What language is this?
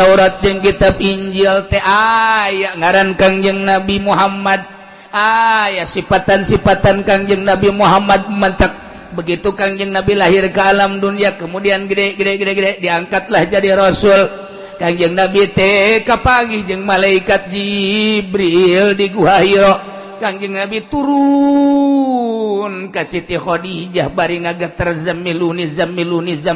Sundanese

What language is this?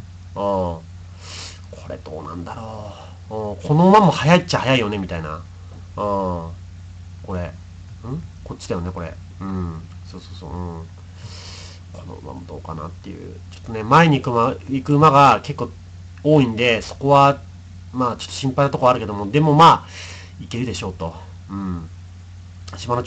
Japanese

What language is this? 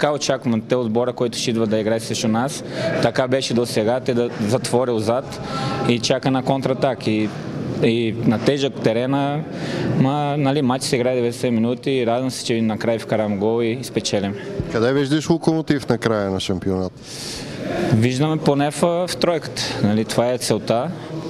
Bulgarian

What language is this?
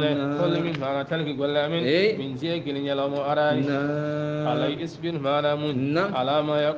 Fula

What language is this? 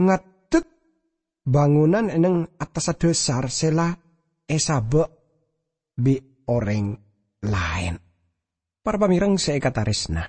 Madurese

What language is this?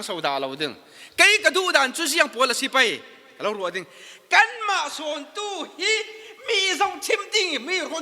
Falam Chin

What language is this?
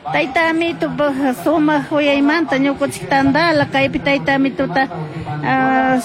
Chimborazo Highland Quichua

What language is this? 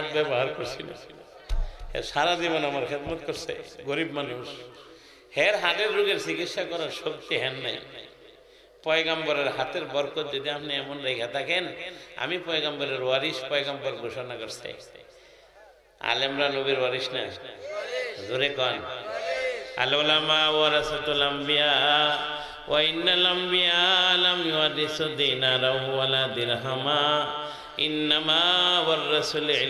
Bangla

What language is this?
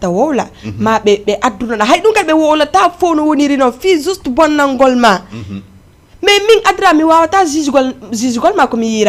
Fula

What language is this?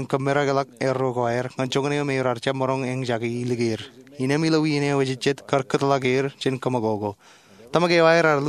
Marshallese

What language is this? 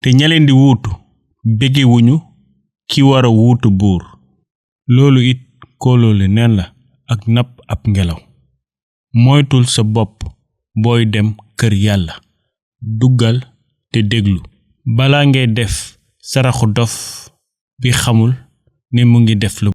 Wolof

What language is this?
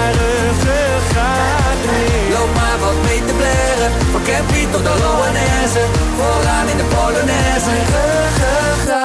Dutch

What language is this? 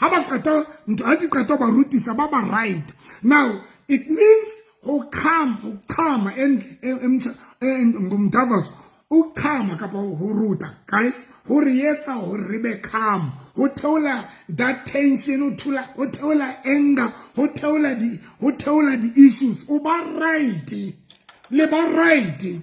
Southern Sotho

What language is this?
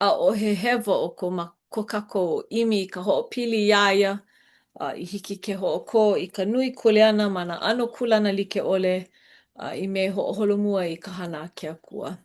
Hawaiian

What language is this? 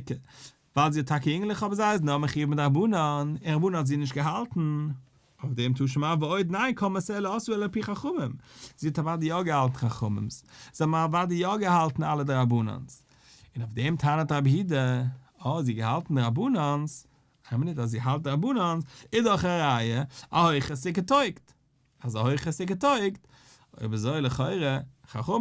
Yiddish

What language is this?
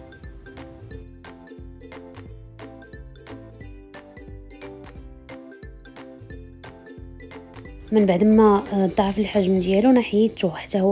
Moroccan Arabic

